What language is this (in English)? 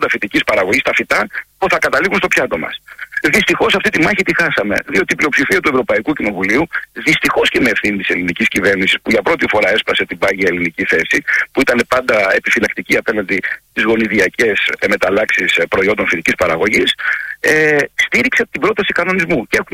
Greek